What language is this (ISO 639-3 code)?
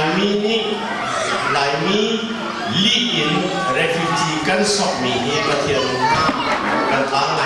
cnh